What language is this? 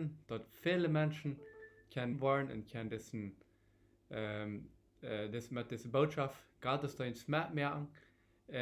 Plautdietsch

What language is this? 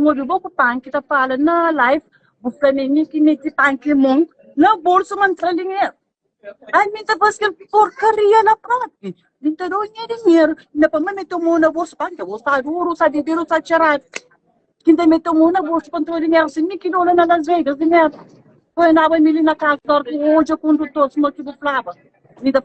Kabuverdianu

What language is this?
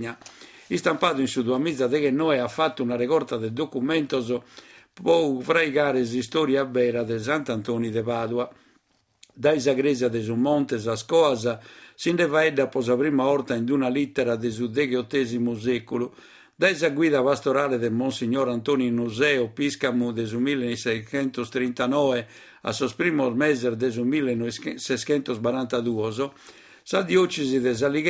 Sardinian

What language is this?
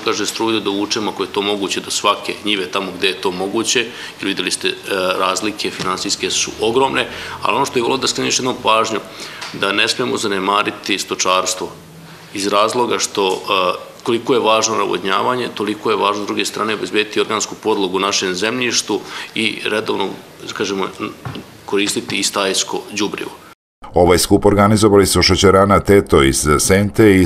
Serbian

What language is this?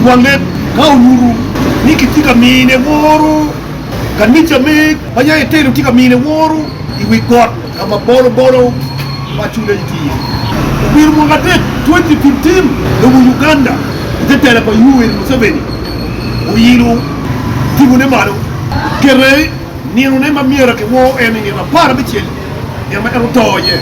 Acoli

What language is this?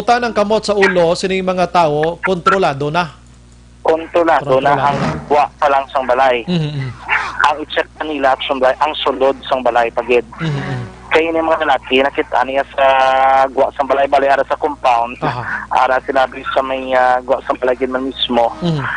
Hiligaynon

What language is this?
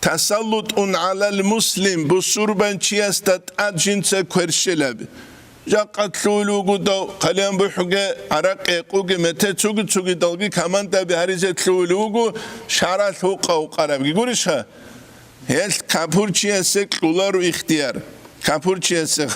Avaric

